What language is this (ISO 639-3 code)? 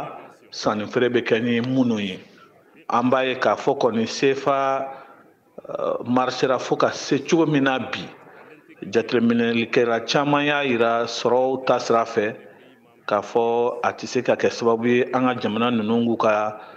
bam